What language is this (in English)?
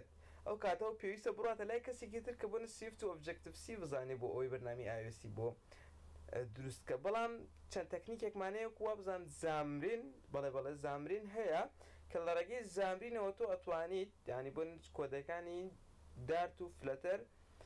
Central Kurdish